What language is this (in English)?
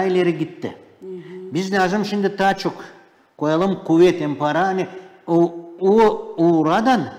Gagauz